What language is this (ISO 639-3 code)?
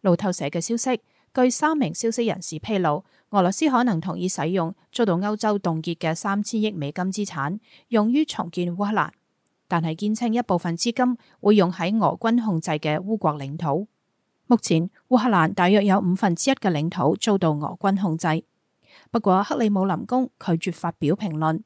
yue